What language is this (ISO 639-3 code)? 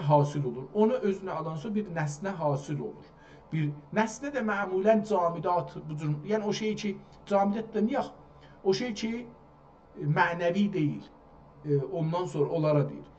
azb